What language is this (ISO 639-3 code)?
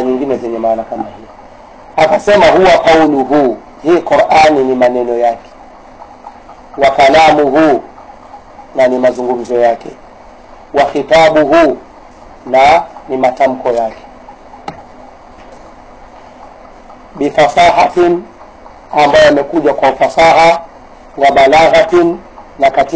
swa